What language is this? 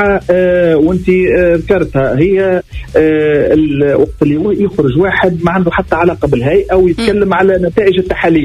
Tunisian Arabic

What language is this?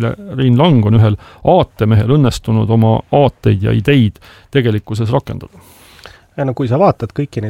Estonian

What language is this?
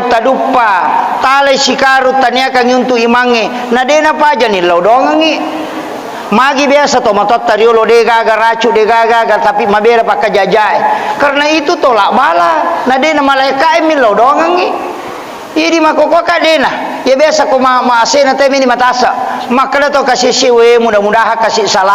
Buginese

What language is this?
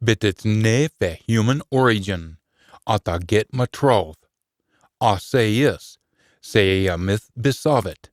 Scots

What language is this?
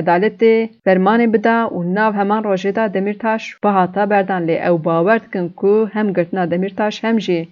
Kurdish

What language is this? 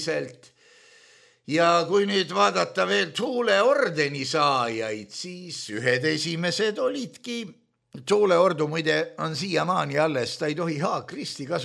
Estonian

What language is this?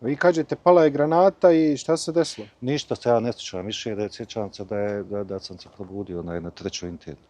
Bosnian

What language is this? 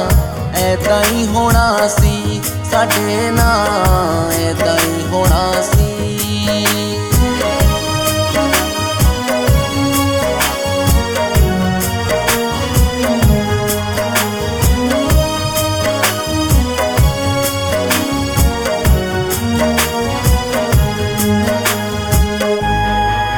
Punjabi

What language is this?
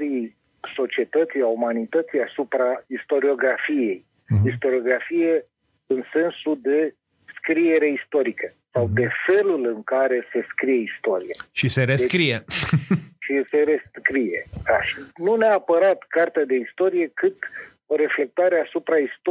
Romanian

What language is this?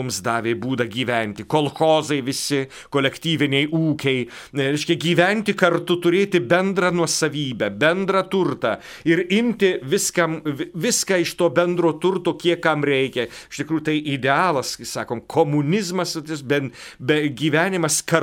Lithuanian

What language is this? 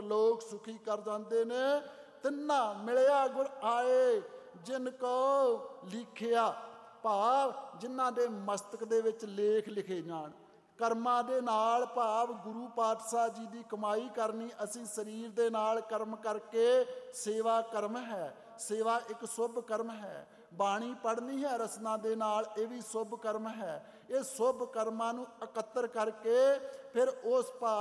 Punjabi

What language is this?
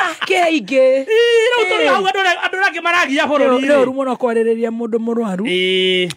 Kikuyu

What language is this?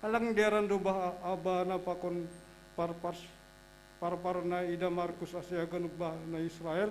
Batak Simalungun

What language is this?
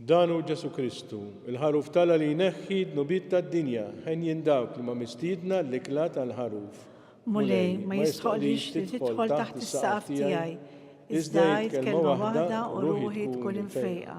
Maltese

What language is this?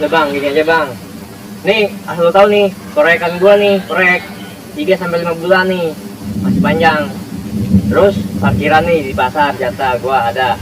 Betawi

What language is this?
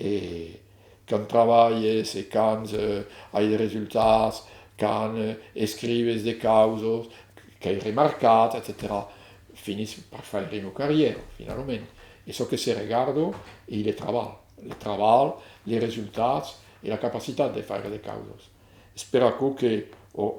Occitan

